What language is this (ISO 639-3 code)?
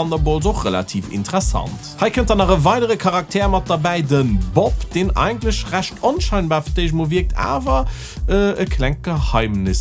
ltz